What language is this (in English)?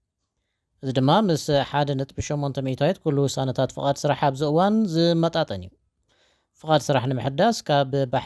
Tigrinya